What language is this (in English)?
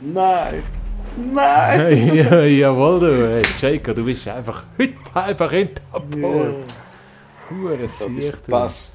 Swiss German